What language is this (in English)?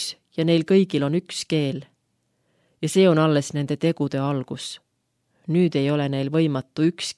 Estonian